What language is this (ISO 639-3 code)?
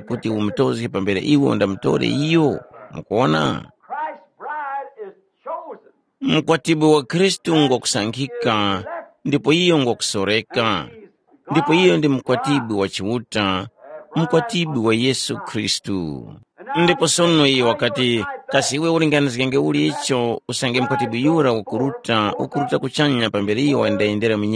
tum